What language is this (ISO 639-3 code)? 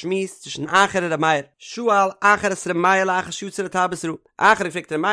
yid